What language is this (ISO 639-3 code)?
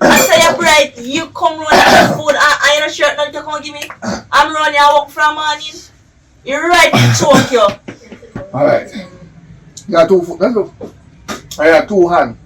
jam